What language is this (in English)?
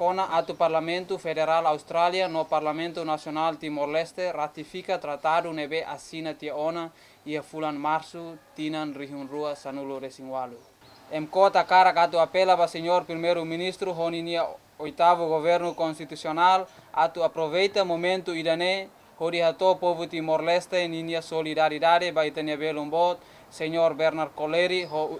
Tetum